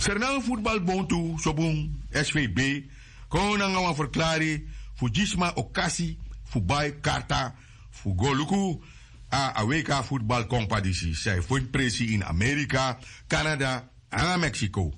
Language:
Sranan Tongo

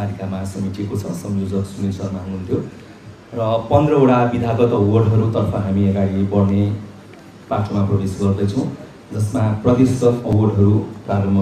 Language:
Nepali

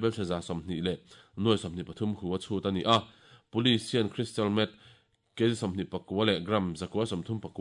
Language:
Mizo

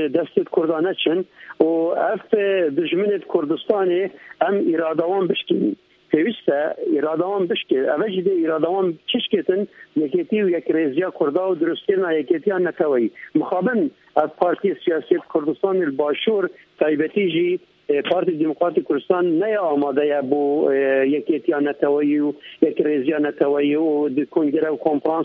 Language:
Kurdish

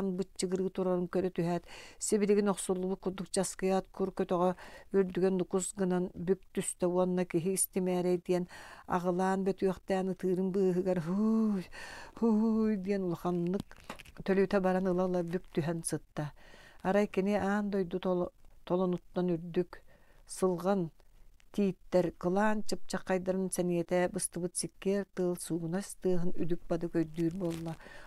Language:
Yakut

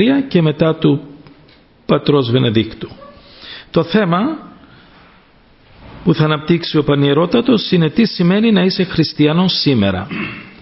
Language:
Greek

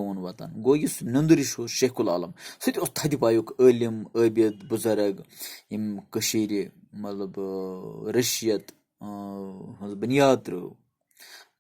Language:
Kashmiri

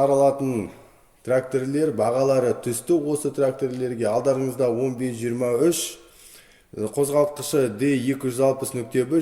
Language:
Kazakh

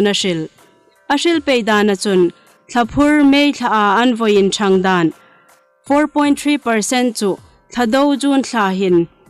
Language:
Hmar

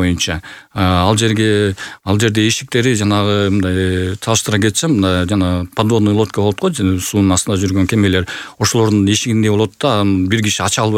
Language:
Kyrgyz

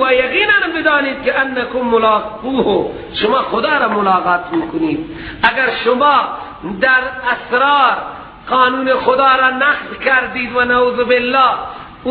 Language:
Persian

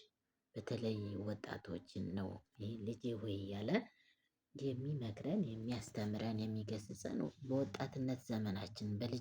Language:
Amharic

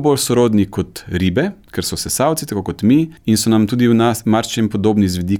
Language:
Slovenian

